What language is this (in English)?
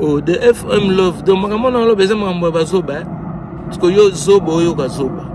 Lingala